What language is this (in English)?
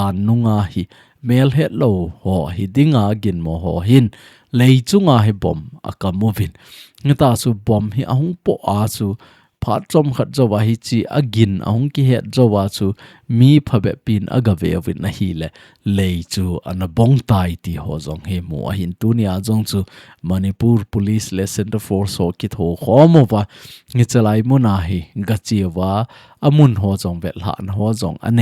Thado Chin